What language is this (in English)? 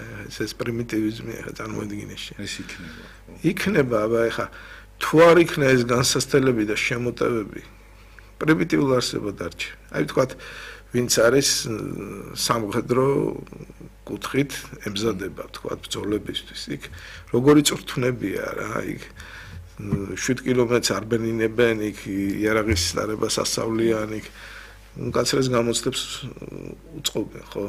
Georgian